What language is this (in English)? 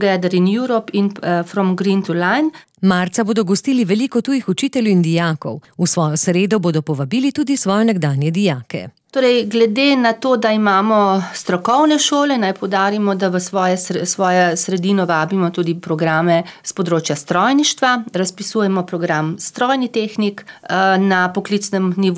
Slovenian